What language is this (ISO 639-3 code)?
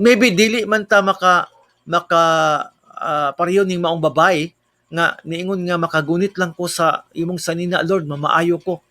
ceb